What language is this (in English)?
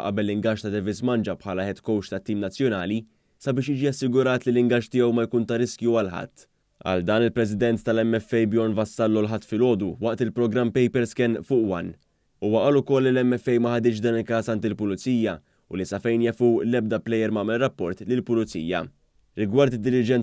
Maltese